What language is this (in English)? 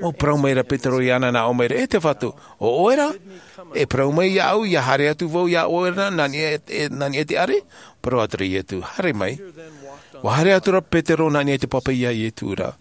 Tahitian